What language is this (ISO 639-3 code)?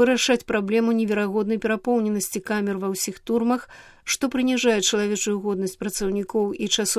bel